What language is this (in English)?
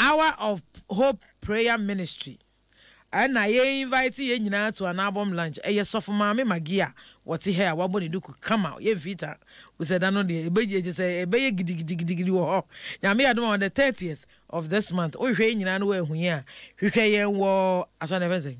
Akan